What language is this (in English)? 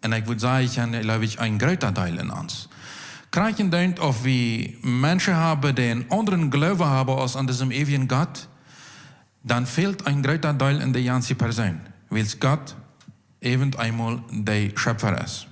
Plautdietsch